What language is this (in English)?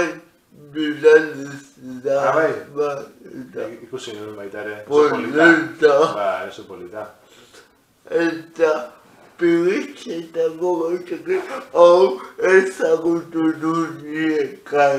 Basque